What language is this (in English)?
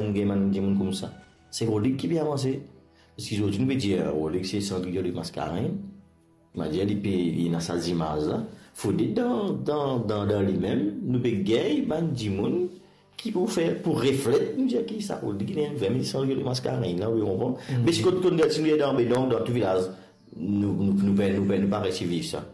Morisyen